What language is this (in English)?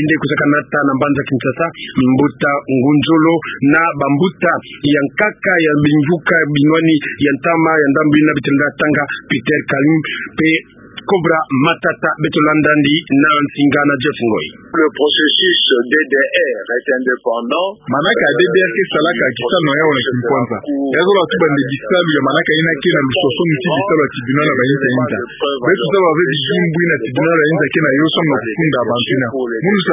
Kituba (Democratic Republic of Congo)